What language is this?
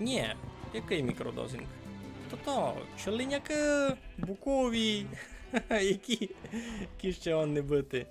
Rusyn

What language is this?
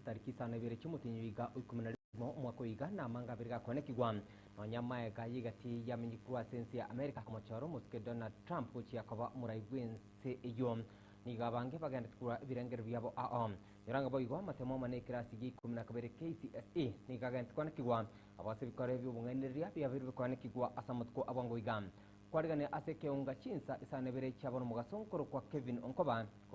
Gusii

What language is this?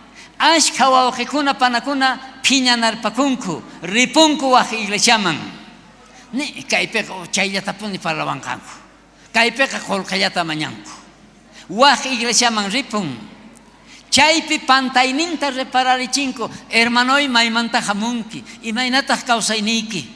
South Bolivian Quechua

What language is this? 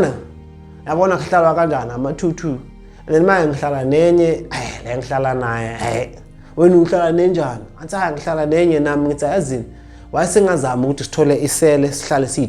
Zulu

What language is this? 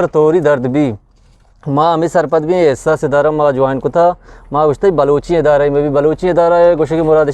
Eastern Balochi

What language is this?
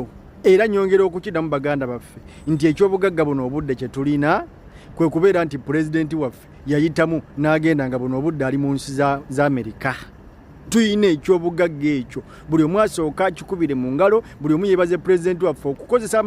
Ganda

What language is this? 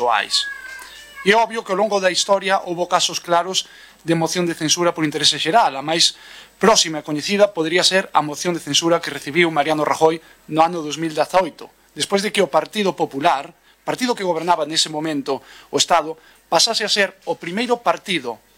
Galician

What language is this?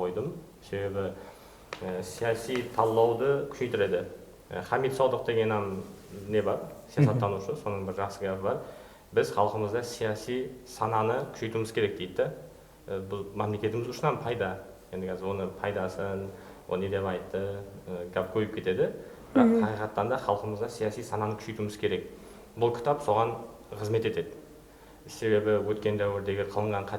Kara-Kalpak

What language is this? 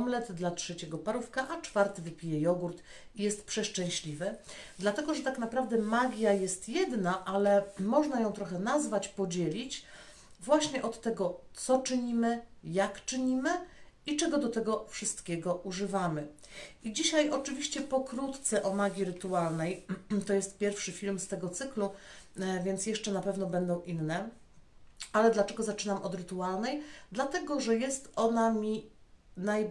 Polish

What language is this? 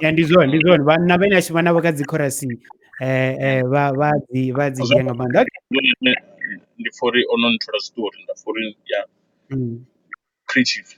Venda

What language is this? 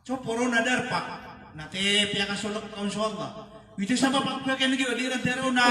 Maranao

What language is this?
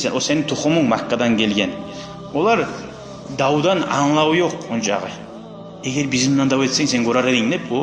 Kumyk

